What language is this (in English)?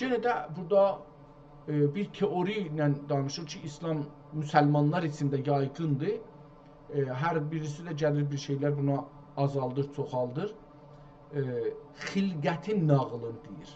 South Azerbaijani